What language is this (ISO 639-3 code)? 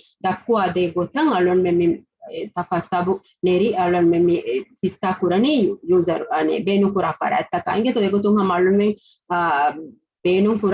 div